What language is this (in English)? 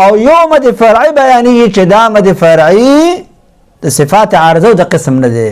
Pashto